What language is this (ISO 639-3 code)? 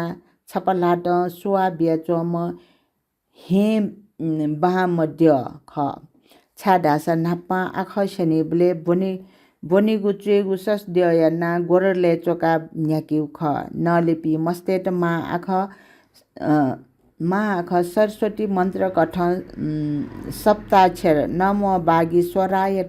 new